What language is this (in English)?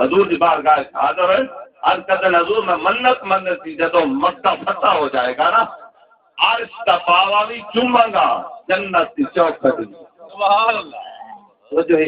Saraiki